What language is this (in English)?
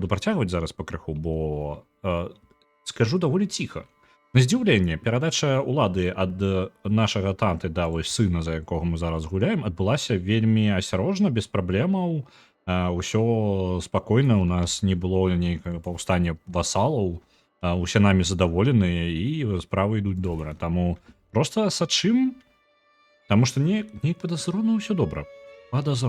Belarusian